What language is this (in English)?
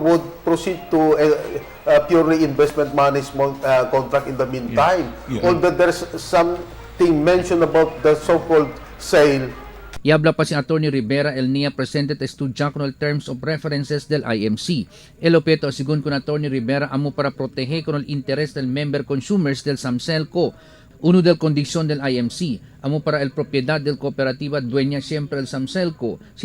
Chavacano